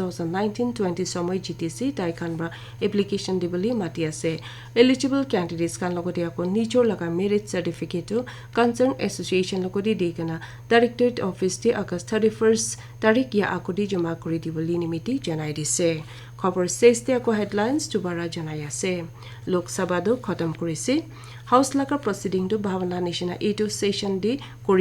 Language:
Naga Pidgin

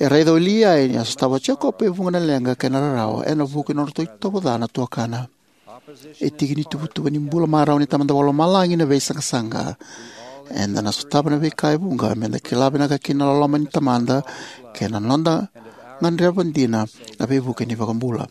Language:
Fijian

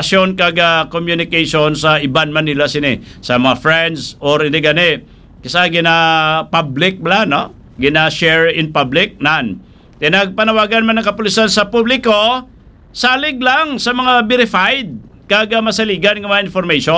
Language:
Hiligaynon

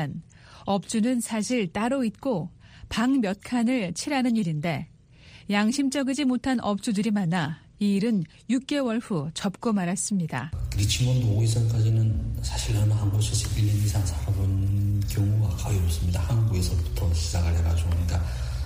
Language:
Korean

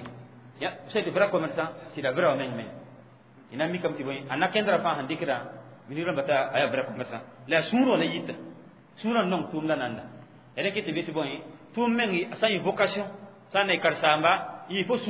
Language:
Mossi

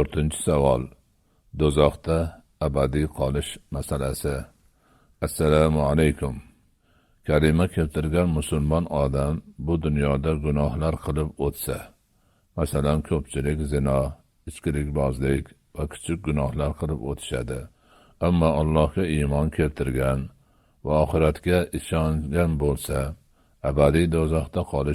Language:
Uzbek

